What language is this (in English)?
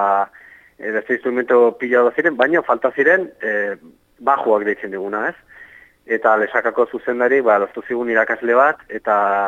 Basque